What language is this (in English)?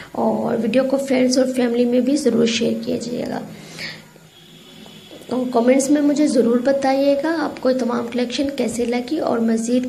Hindi